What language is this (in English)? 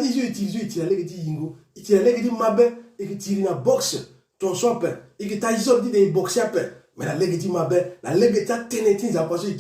Sango